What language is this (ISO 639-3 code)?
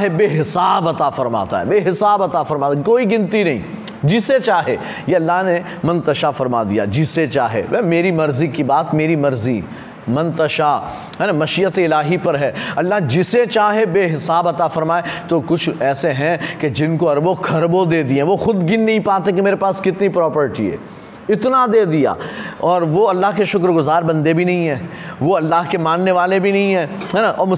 urd